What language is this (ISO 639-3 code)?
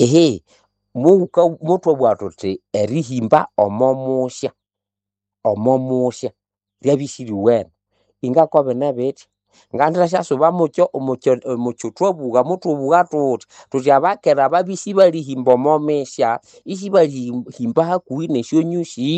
nnb